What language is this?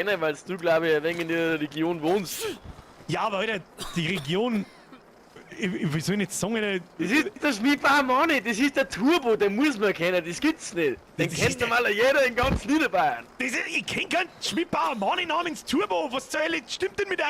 Bavarian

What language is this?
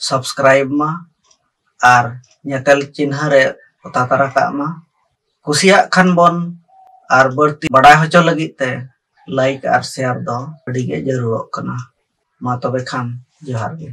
Santali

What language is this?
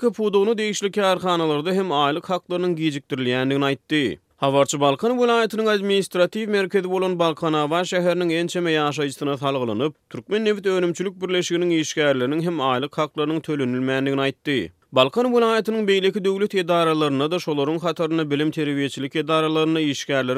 Turkmen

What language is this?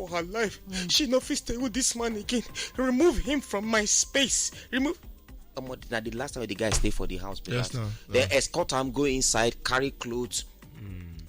Nigerian Pidgin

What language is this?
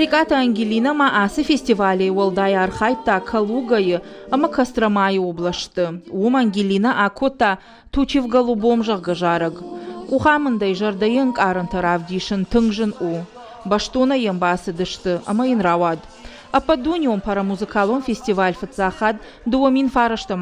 Ossetic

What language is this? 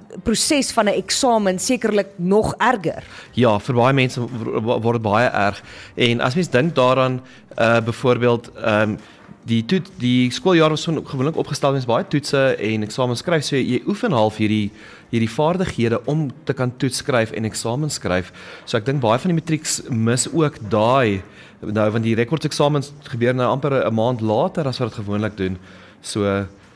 Afrikaans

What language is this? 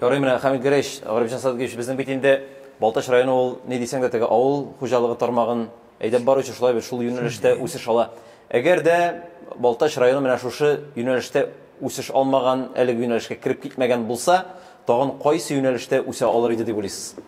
Tatar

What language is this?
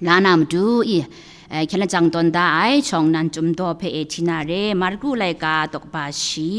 Kachin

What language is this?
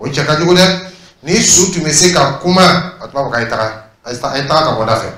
Dyula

